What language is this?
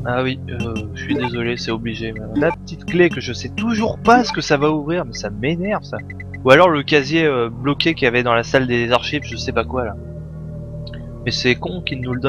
French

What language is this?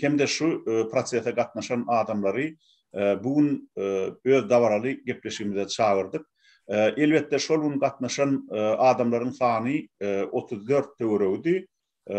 Turkmen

